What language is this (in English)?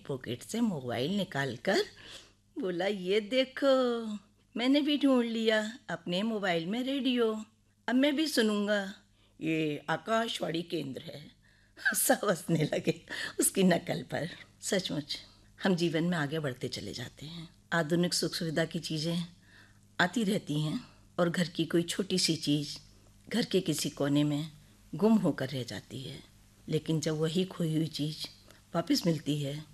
Hindi